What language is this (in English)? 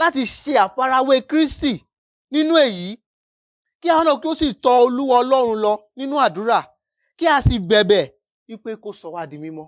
Yoruba